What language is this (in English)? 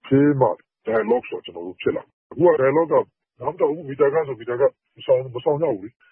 Burmese